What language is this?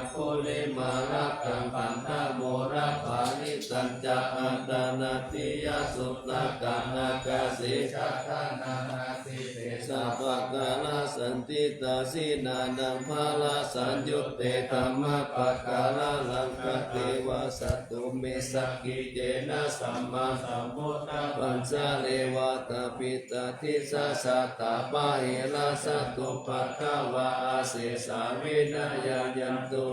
Pali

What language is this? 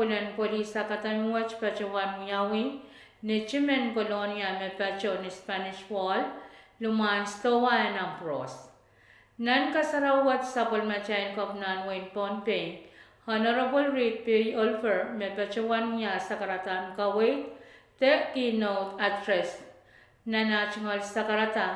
Pohnpeian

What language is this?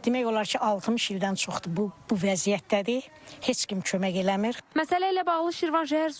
Azerbaijani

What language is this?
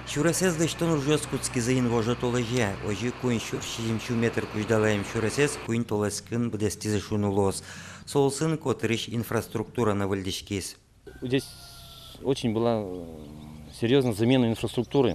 Udmurt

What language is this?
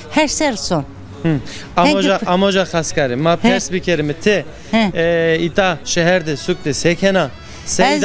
Zaza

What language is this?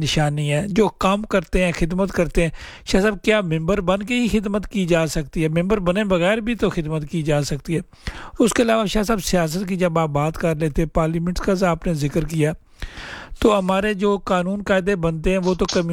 Urdu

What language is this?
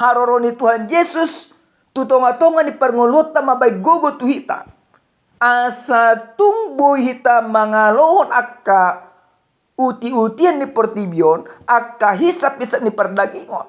Batak Toba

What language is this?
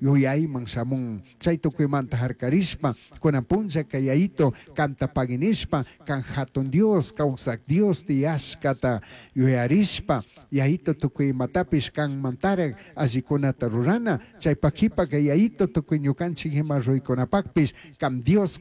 Chimborazo Highland Quichua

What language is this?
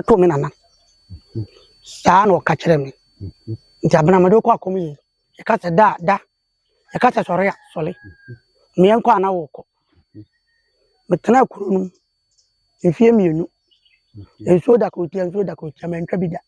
Akan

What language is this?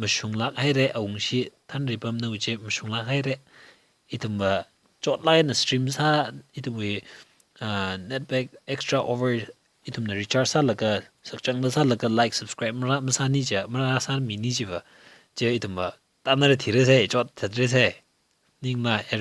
Tangkhul Naga (India)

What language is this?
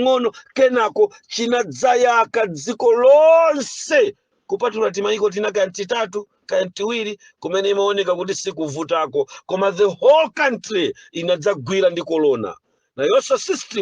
Nyanja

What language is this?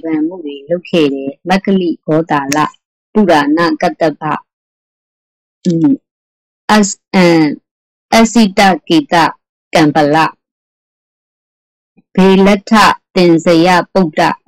Burmese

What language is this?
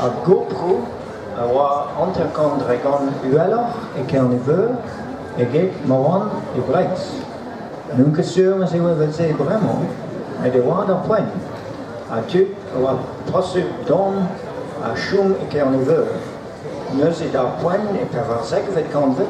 Breton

